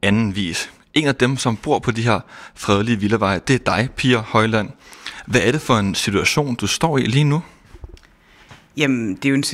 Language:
Danish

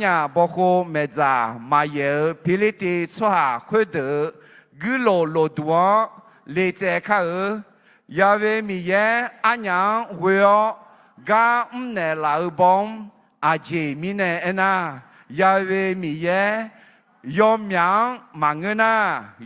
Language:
Akha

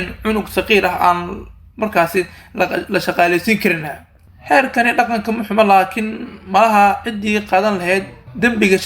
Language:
Somali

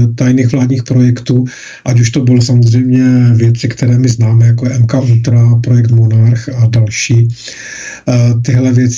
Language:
Czech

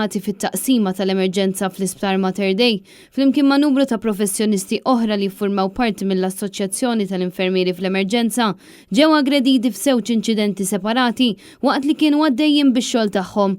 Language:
Maltese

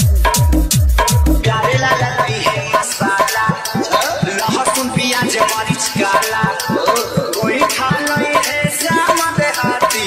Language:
Bhojpuri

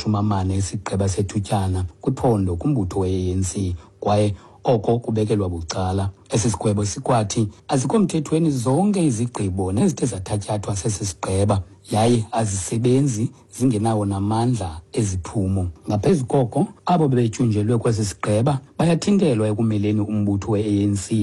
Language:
Xhosa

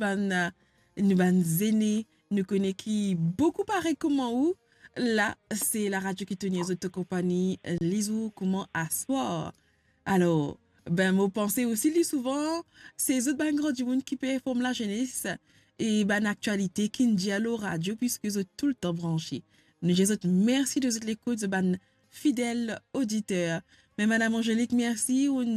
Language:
Morisyen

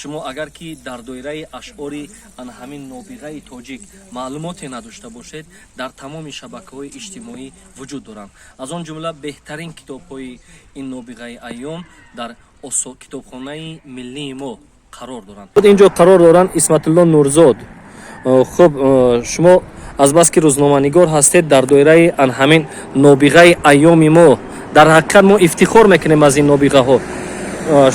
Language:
Tajik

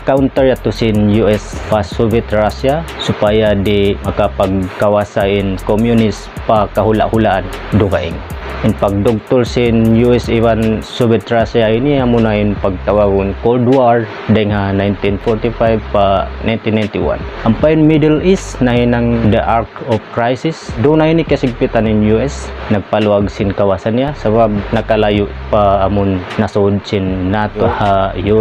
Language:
Tausug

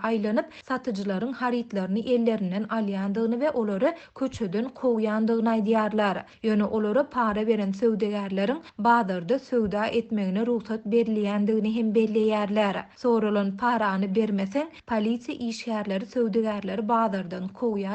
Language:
Turkmen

